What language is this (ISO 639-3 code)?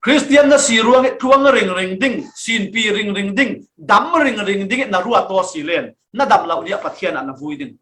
cfm